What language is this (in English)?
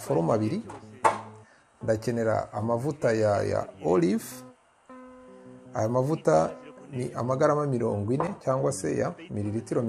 Kinyarwanda